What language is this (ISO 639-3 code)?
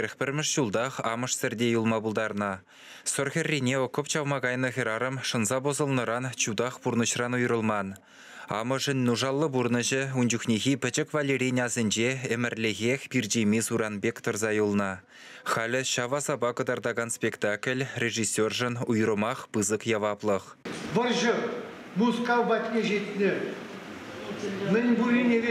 chv